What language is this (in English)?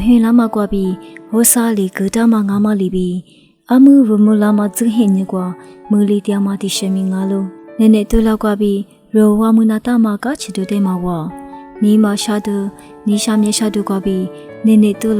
Lisu